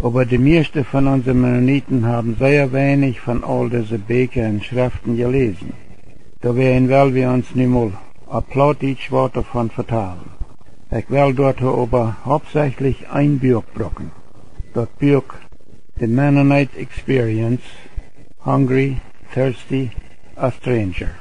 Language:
Plautdietsch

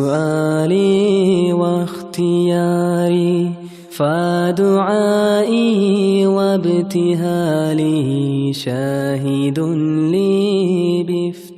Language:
Chechen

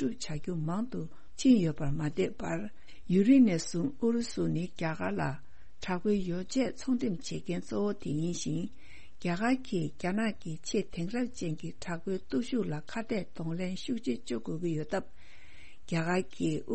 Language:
Tibetan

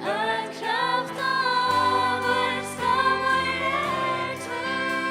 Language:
Faroese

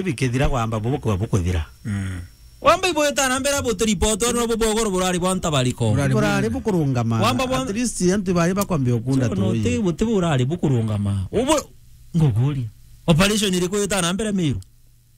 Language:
Meru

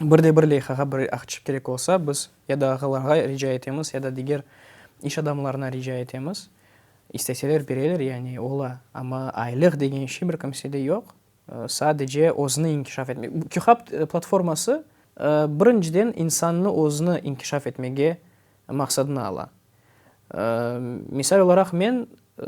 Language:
Crimean Tatar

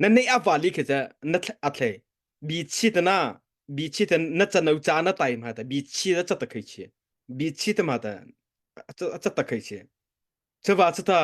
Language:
Mara Chin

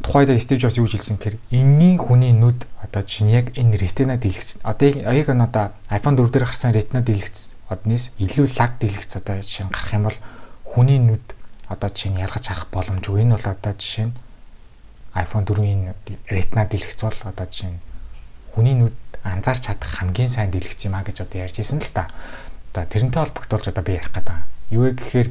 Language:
Mongolian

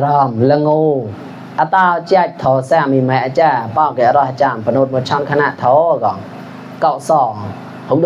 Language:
Mon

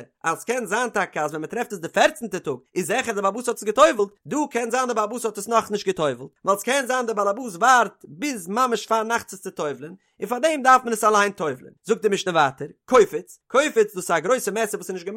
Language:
Yiddish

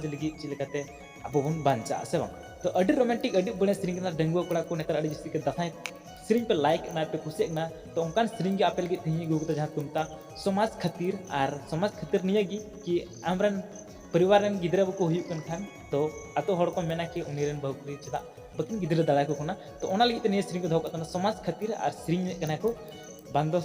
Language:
Santali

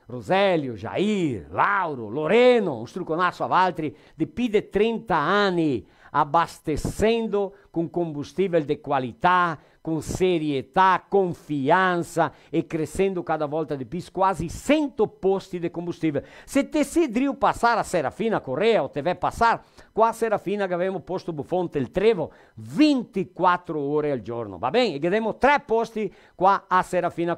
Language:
Venetian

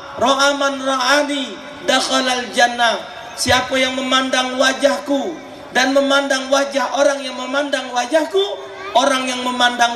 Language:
Musi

